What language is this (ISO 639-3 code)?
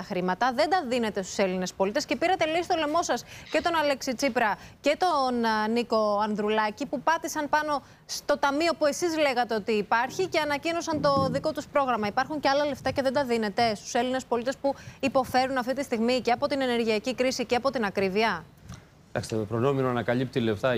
ell